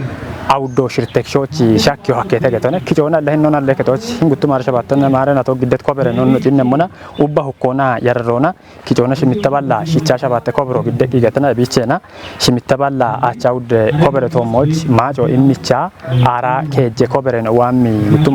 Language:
Kafa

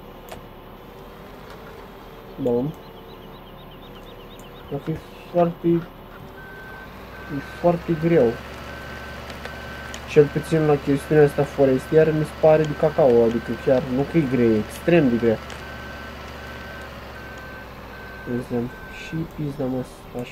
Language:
Romanian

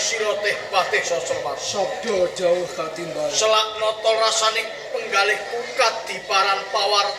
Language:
Javanese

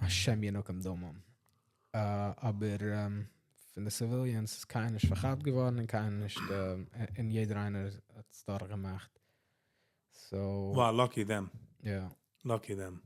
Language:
Yiddish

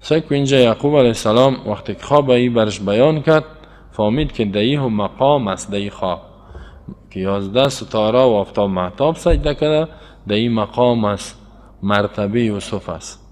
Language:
Persian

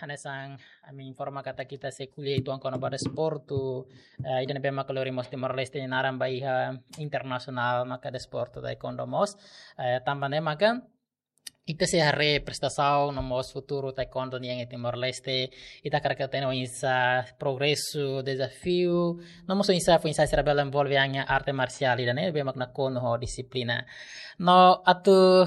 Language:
Tetum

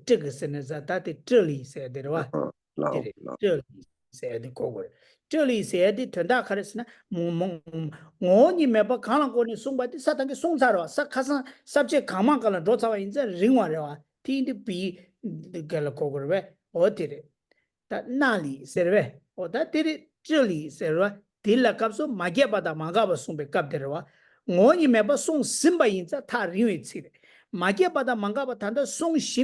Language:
Tibetan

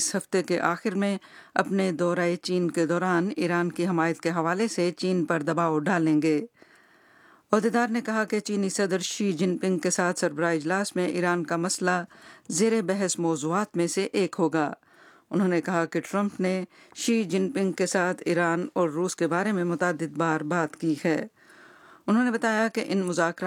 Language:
Urdu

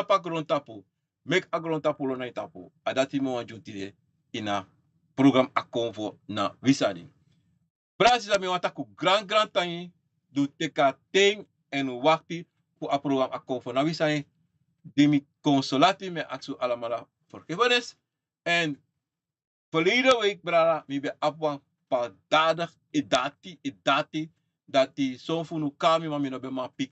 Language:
Sranan Tongo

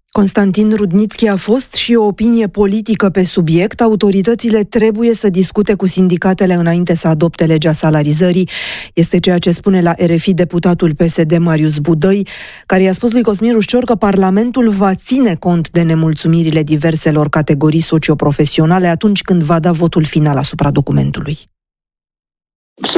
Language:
Romanian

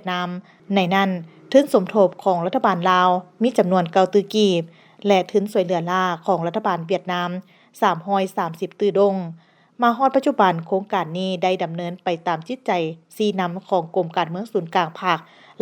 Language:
Lao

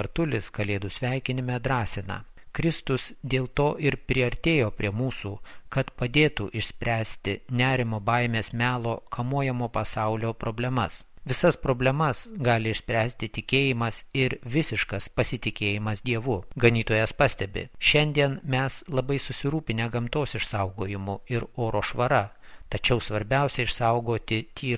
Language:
Lithuanian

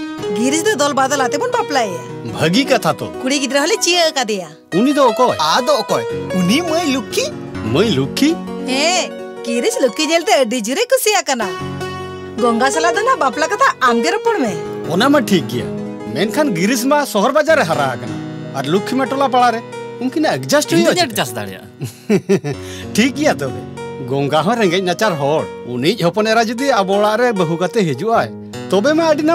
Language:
Santali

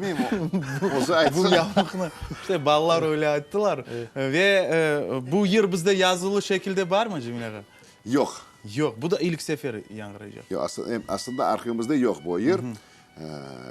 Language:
Crimean Tatar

